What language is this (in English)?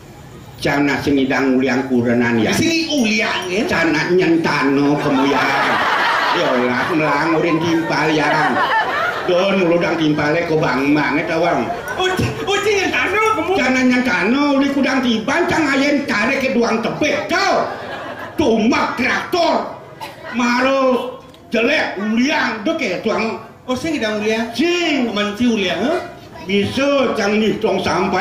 Balinese